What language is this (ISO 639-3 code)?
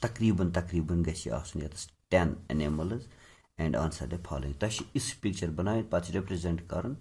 kas